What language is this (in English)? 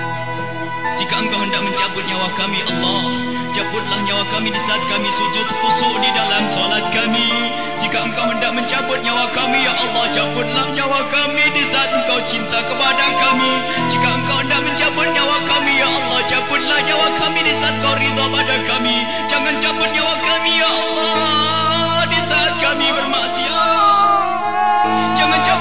Malay